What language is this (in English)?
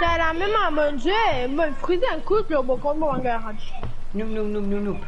Morisyen